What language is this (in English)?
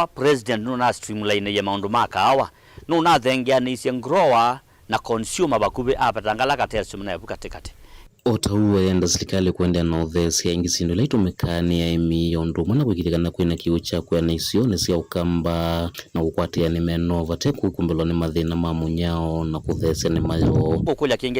Kamba